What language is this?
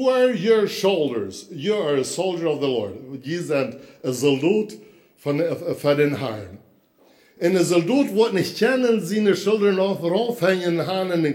Plautdietsch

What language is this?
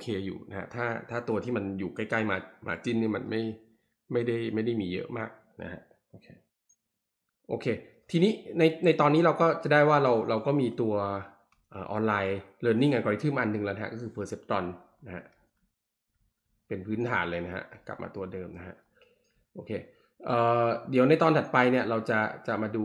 Thai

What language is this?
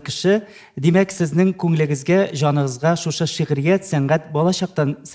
Tatar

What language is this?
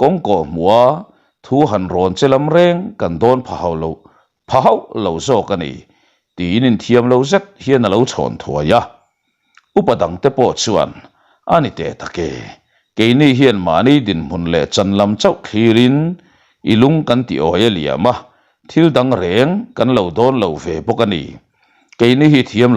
Mizo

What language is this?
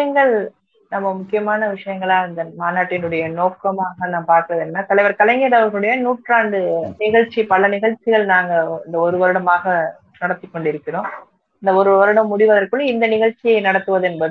Tamil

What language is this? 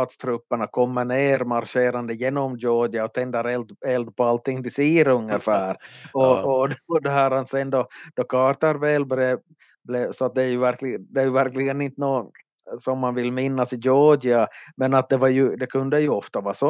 Swedish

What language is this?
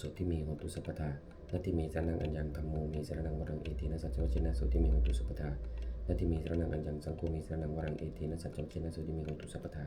Pali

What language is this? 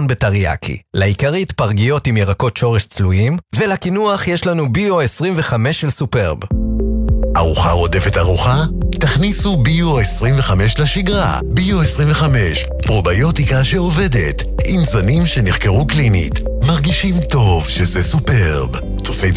Hebrew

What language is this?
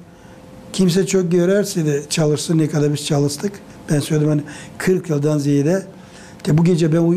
Gagauz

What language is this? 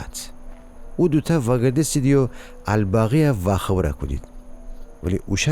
Gilaki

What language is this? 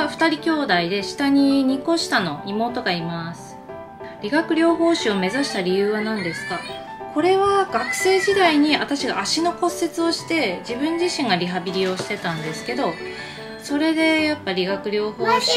Japanese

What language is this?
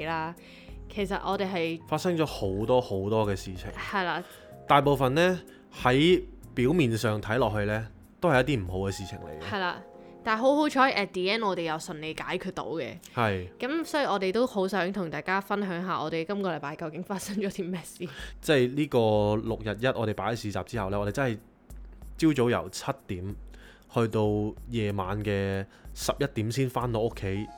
Cantonese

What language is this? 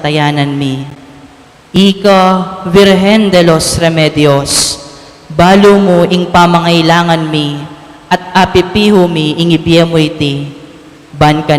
Pampanga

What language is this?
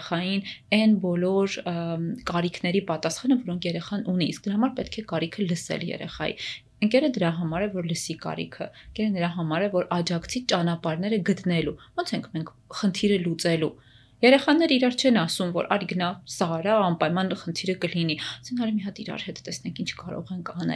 Armenian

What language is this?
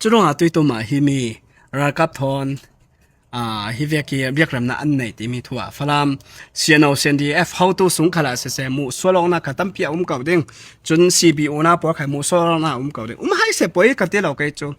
Falam Chin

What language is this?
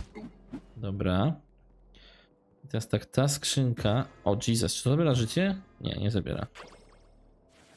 Polish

